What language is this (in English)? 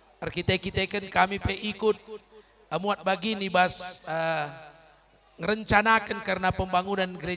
Batak Karo